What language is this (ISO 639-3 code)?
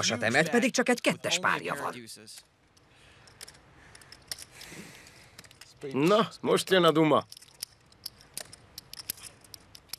hun